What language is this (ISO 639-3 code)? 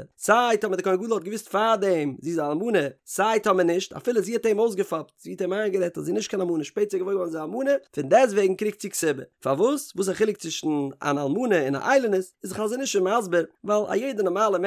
yid